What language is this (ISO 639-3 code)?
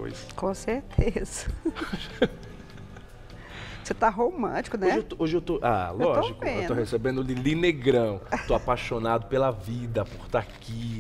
por